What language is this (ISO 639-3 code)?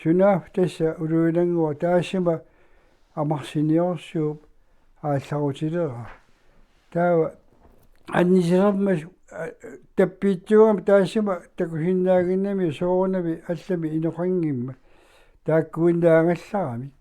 kal